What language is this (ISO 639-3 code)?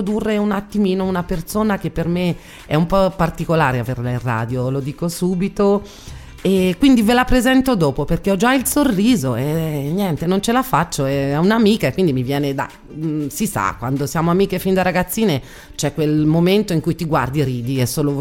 ita